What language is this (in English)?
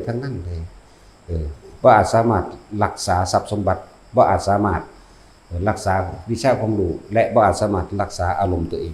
Northeastern Thai